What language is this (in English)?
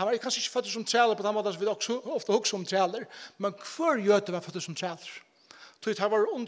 Faroese